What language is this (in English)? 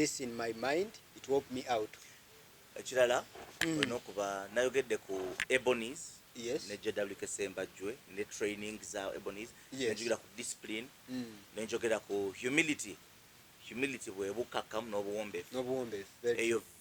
Ganda